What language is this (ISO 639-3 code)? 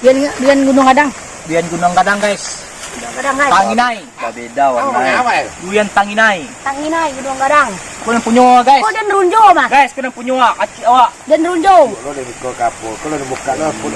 min